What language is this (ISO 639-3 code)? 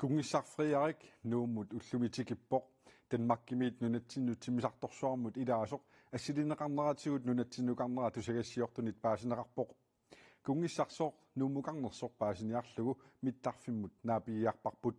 kal